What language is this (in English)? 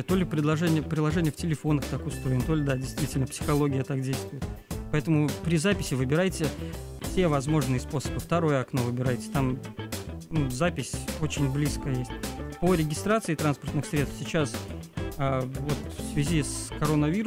Russian